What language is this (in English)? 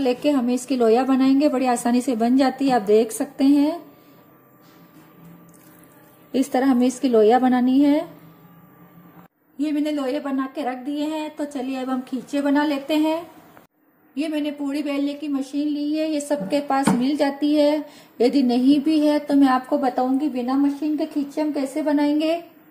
Hindi